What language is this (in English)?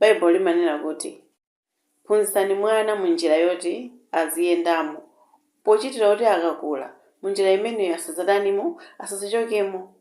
Nyanja